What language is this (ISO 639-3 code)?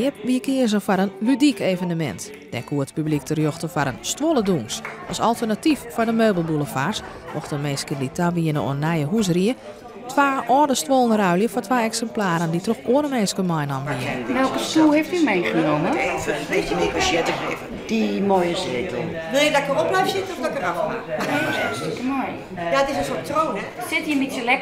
fry